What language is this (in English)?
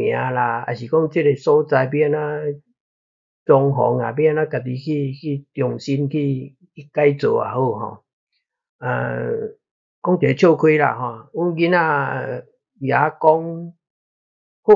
Min Nan Chinese